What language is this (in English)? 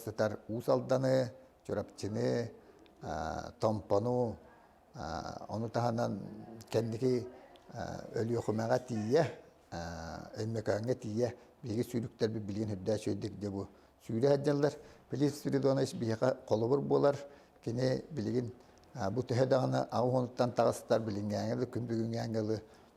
Yakut